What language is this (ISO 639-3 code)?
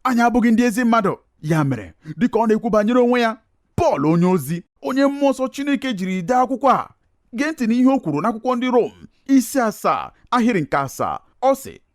ibo